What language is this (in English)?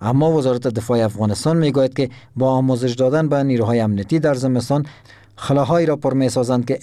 Persian